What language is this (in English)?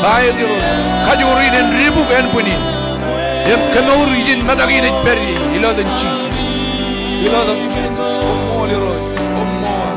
Marshallese